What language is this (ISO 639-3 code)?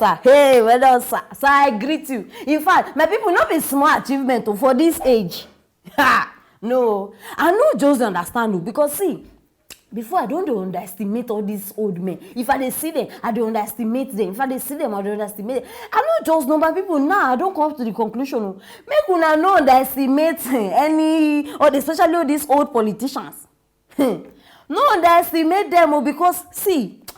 pcm